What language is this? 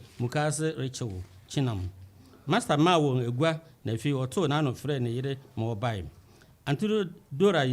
Akan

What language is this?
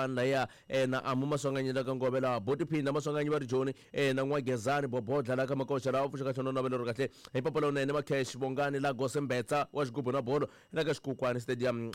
Tsonga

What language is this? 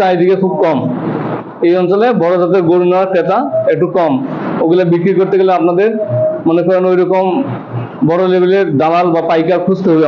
Bangla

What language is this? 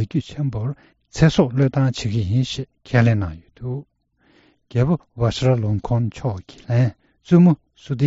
Tibetan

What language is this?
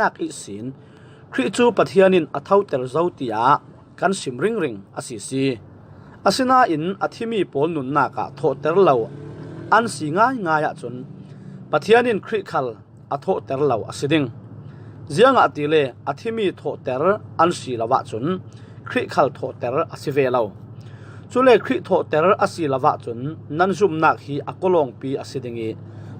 Falam Chin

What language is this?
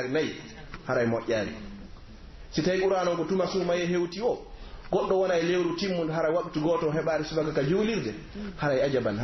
Pular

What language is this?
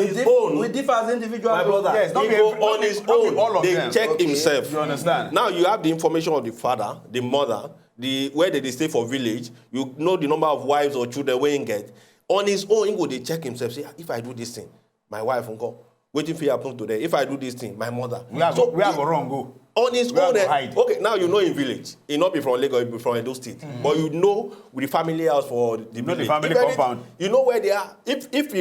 Nigerian Pidgin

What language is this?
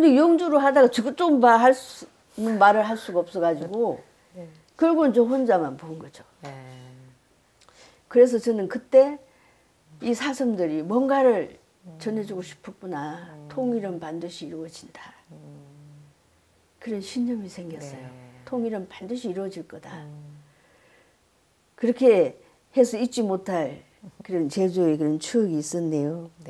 Korean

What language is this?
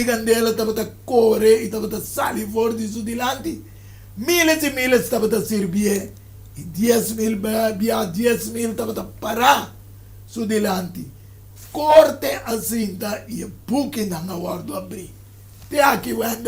Papiamento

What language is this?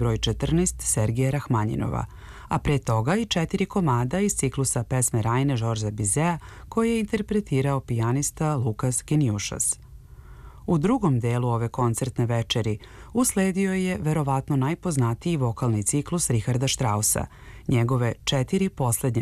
Serbian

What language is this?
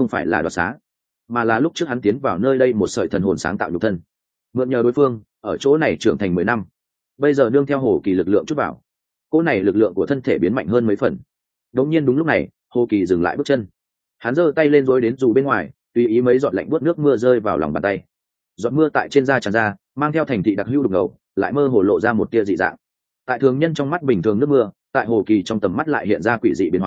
Vietnamese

